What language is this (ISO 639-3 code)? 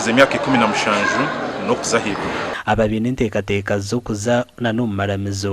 nyn